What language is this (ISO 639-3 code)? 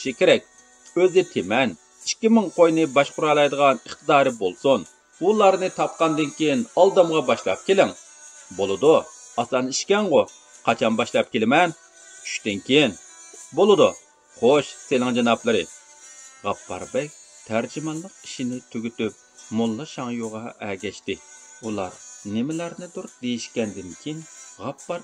uig